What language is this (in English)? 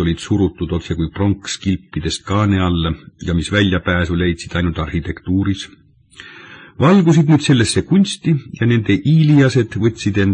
Estonian